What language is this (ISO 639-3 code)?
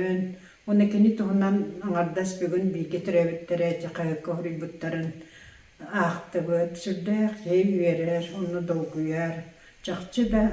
sah